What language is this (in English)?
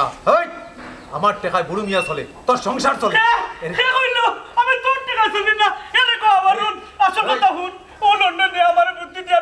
Sylheti